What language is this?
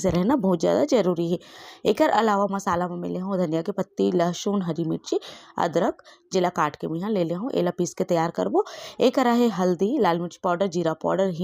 Chhattisgarhi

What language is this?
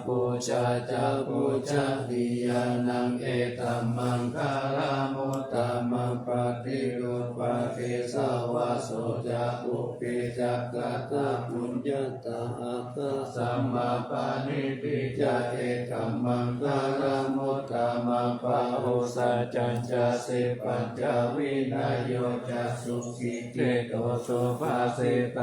Pali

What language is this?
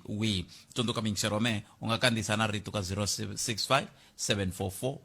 Tsonga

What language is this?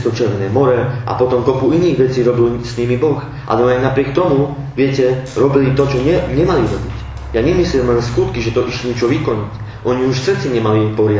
Slovak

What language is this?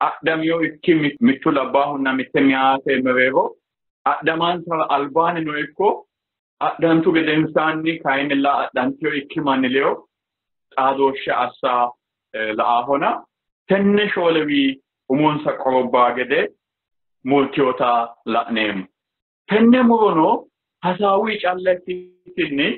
Sidamo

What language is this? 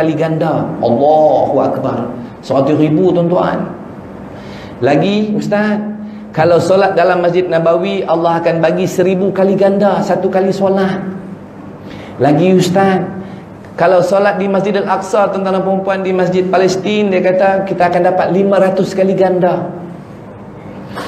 Malay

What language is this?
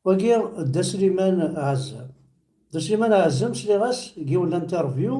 Kabyle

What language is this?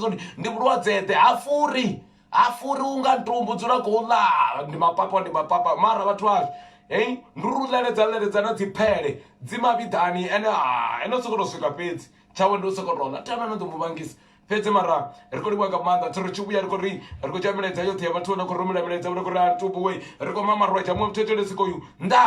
Venda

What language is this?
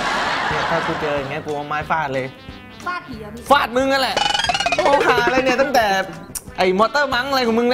Thai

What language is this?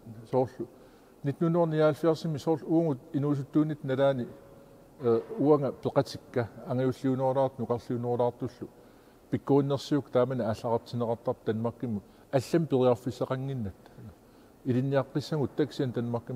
Kalaallisut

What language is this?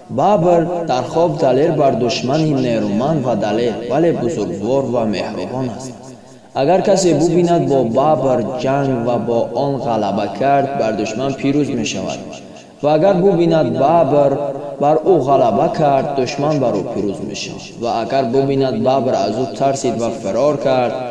Tajik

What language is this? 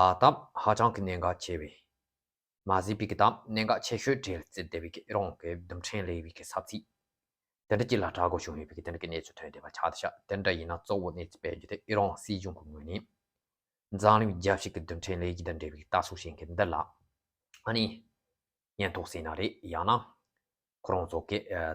Tibetan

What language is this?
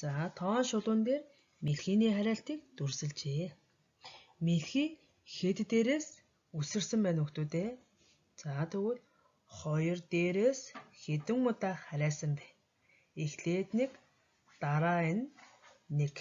Mongolian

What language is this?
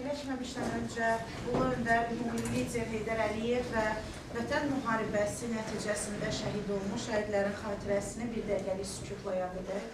Azerbaijani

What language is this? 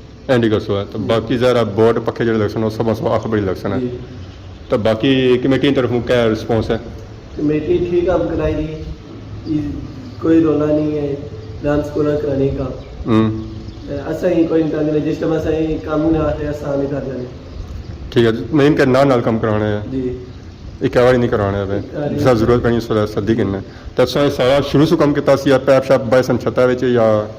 Pahari-Potwari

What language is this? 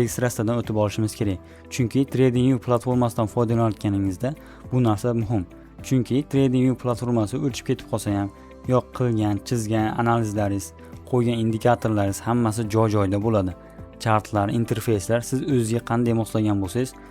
Uzbek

